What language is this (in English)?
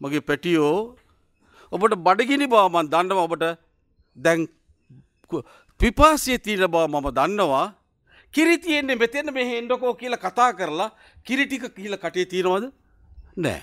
Sinhala